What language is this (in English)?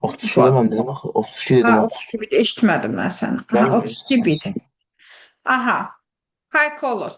Azerbaijani